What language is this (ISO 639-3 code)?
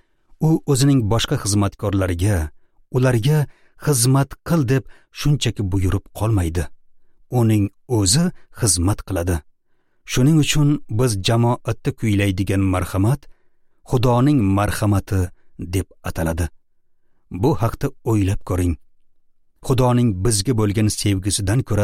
uzb